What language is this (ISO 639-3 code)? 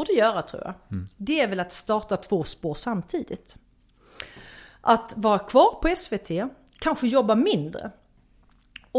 swe